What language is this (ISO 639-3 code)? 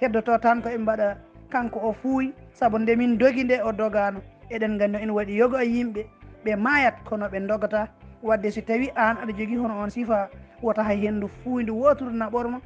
ful